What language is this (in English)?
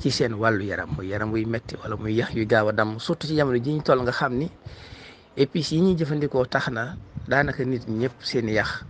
Wolof